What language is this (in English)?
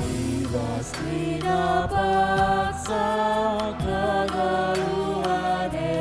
Batak Karo